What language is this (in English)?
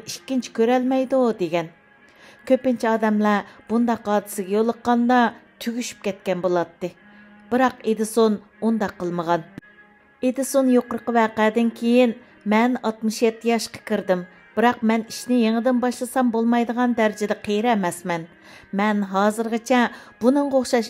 Uyghur